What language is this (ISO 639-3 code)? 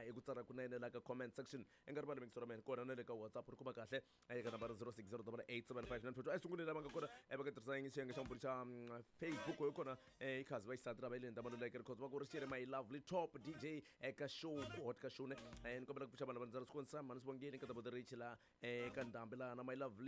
tso